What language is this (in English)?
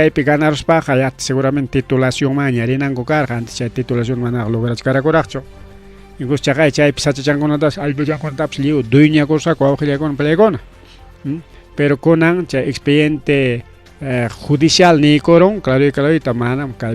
Ayacucho Quechua